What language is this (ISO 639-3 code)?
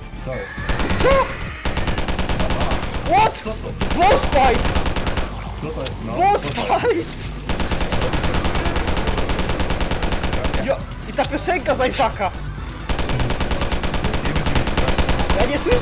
pol